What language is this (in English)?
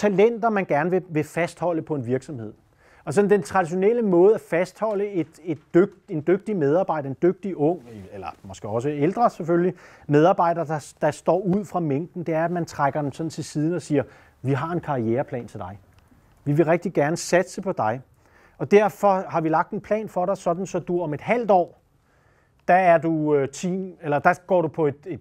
Danish